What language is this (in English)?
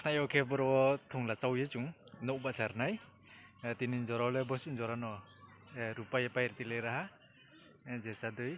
Riang (India)